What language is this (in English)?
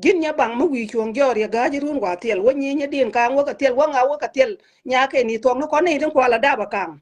Nuer